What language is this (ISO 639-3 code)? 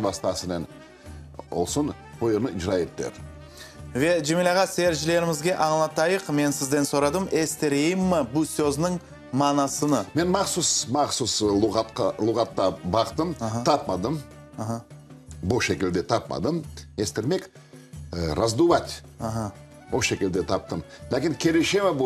crh